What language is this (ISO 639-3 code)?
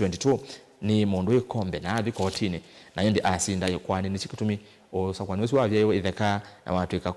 kam